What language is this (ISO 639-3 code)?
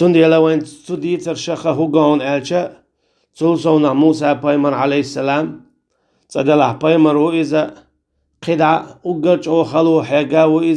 che